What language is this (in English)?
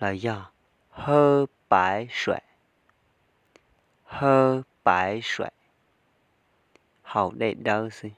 Hmong